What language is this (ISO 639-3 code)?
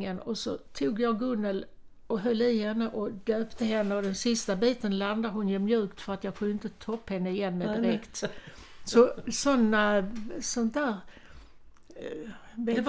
swe